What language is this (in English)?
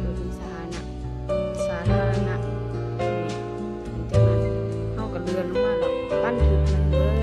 Lao